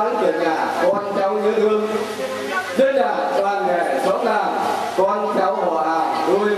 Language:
Vietnamese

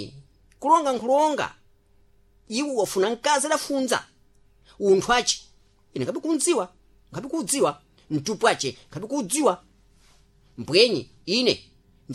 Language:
Sena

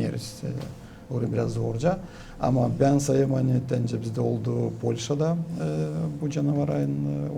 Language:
Gagauz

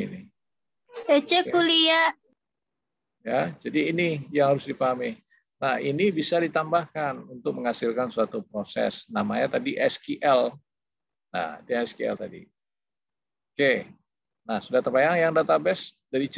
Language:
Indonesian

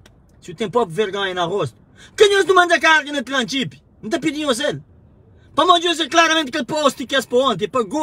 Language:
Kabuverdianu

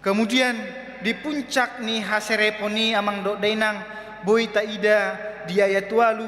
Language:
Batak Toba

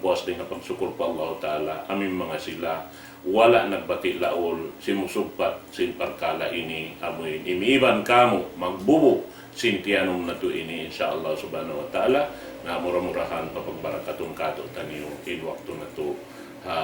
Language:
Tausug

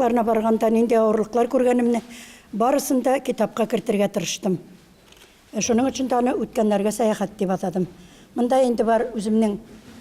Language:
Tatar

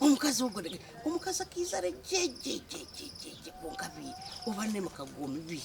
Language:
Nyankole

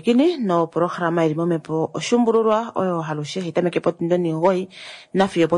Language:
Kuanyama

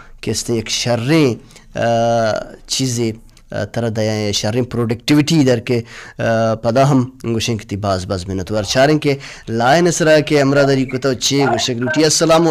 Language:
Baluchi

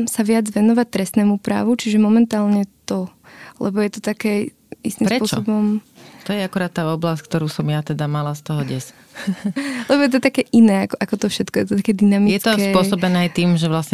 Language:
Slovak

